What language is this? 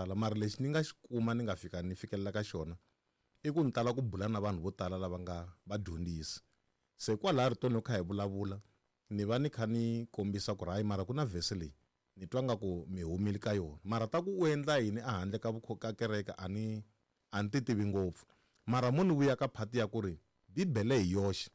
Tsonga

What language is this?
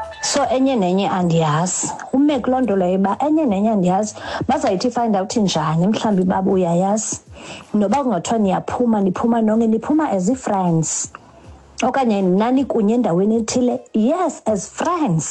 Xhosa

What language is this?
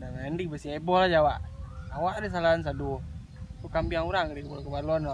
Minangkabau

